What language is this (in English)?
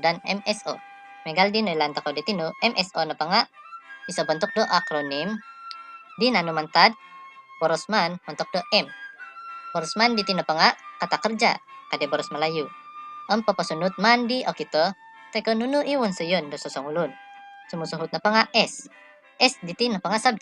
Central Dusun